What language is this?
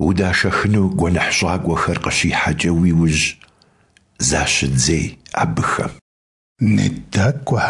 Kabardian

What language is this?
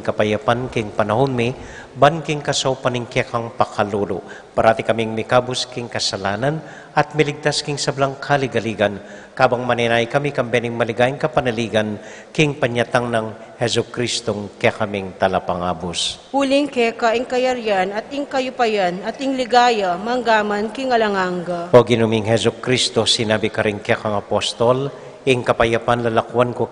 Pampanga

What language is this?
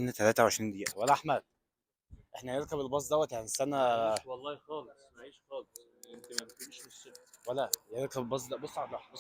Egyptian Arabic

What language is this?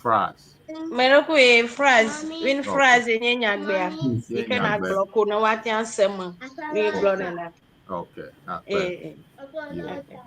Ewe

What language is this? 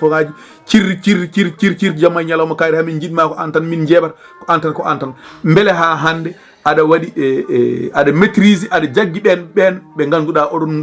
Fula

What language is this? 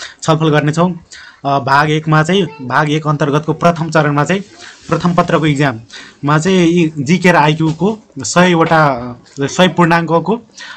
Nepali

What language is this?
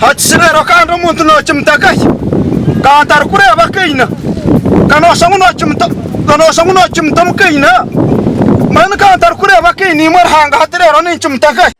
Nyankole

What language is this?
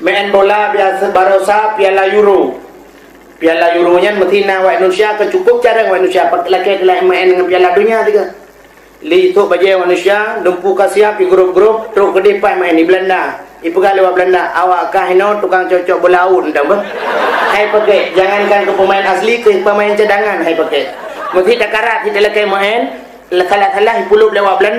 Achinese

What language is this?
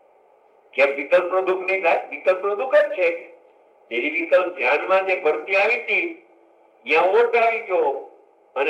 Gujarati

